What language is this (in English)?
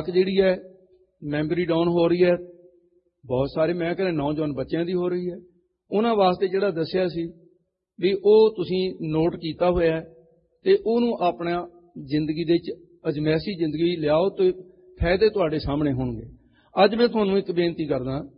Punjabi